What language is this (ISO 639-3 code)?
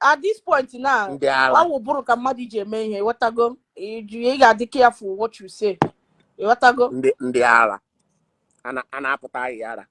ibo